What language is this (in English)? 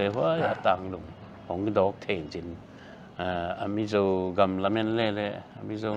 Paite Chin